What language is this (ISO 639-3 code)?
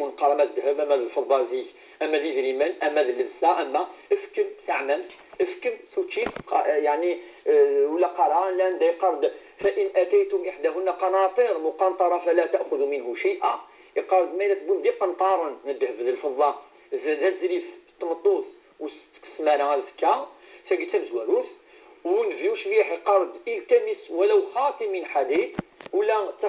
kab